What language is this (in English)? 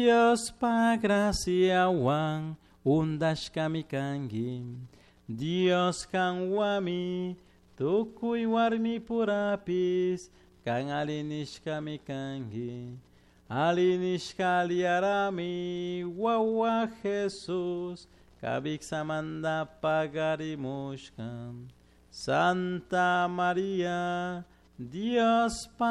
Chimborazo Highland Quichua